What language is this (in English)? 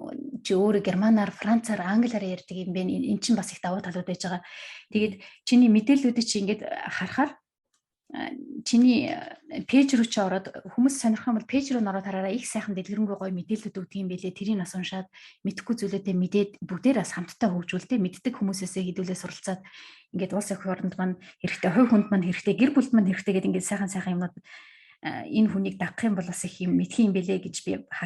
Mongolian